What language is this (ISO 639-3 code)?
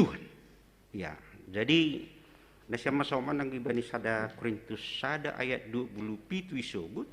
bts